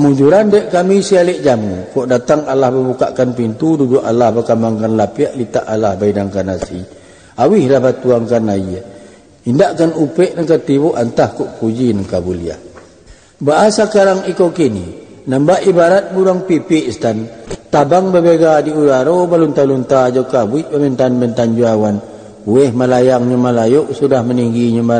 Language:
Minangkabau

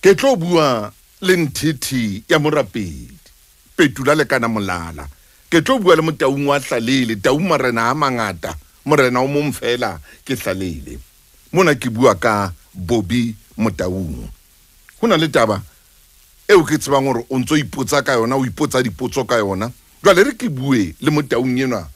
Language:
Southern Sotho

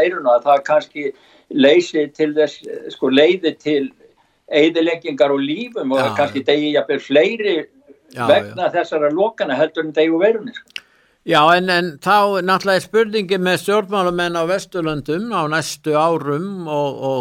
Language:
Icelandic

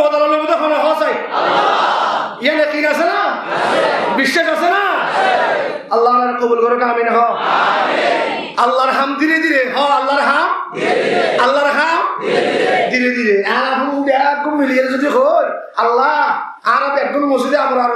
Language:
Rohingya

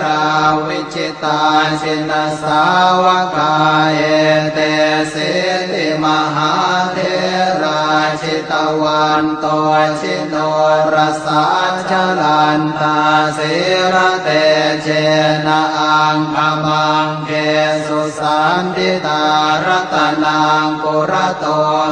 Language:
Pali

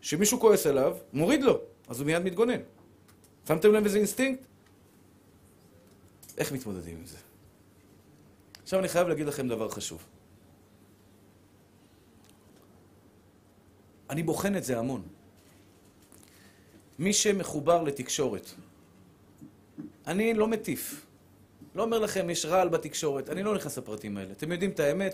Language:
Hebrew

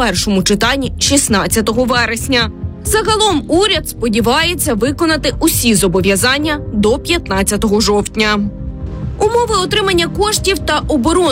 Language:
Ukrainian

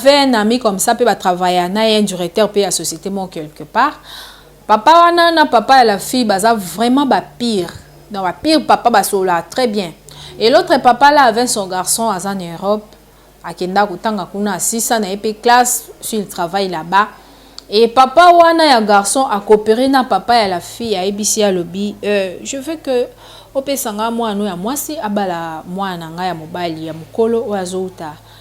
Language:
Lingala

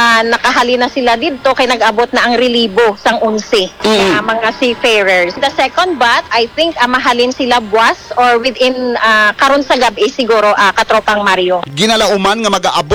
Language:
Hiligaynon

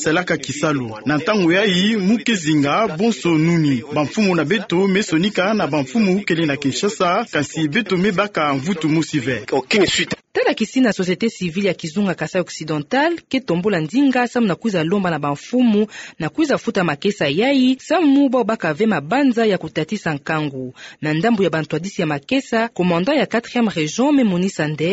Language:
Kituba (Democratic Republic of Congo)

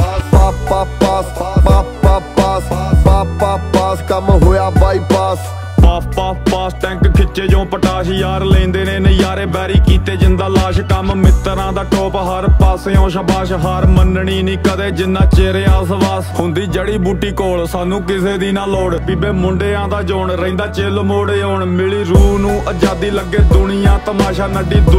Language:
Punjabi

